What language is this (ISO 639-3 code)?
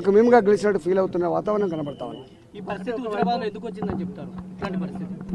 tel